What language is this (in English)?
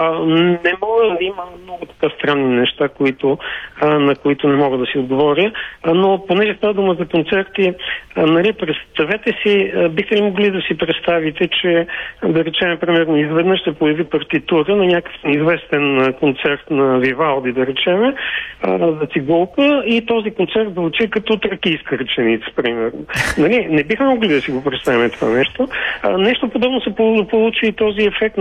Bulgarian